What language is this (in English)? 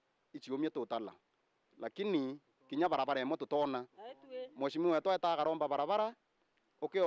Meru